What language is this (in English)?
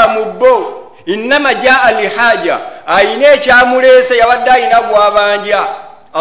Ganda